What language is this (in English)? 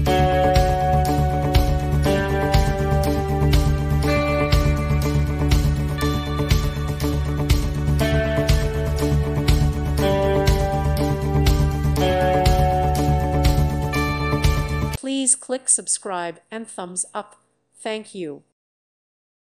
English